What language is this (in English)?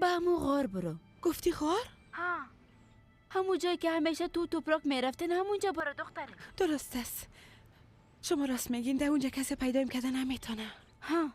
Persian